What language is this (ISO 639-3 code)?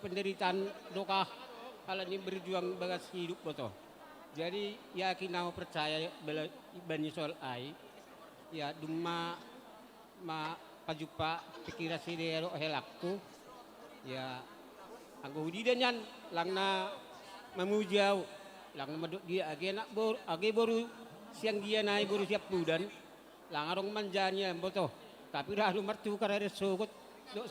bts